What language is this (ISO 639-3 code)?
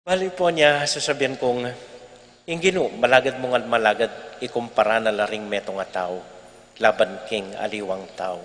pam